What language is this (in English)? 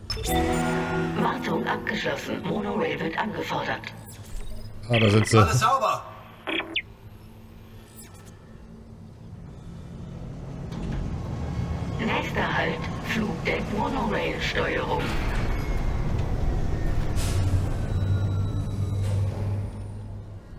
German